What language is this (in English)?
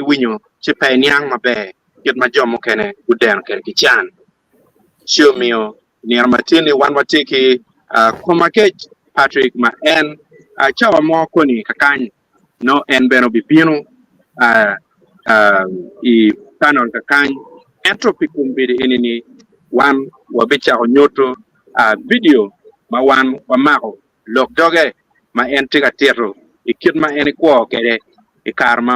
Acoli